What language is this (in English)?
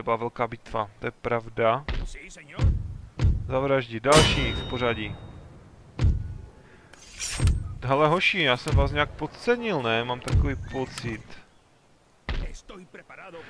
Czech